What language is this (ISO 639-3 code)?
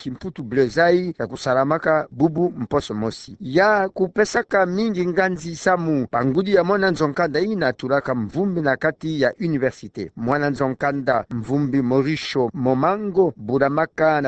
ktu